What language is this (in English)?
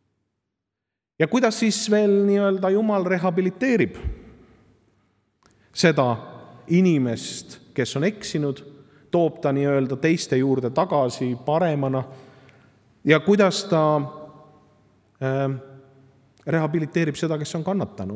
Estonian